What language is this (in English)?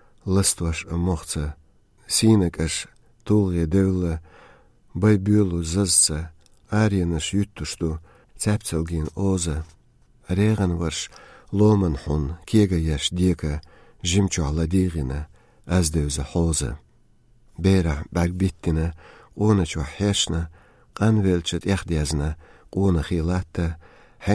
Chechen